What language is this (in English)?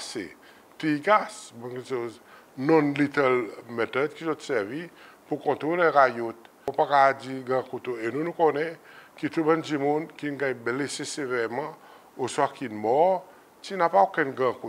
Seselwa Creole French